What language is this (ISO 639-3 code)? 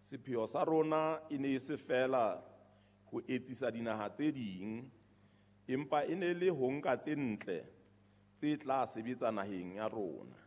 sot